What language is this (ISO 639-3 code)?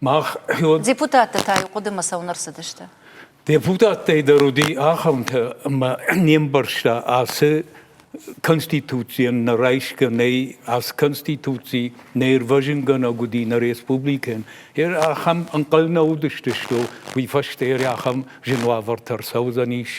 oss